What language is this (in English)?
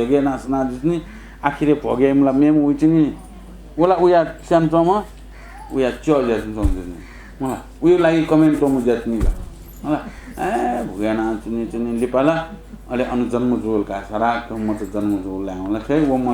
Newari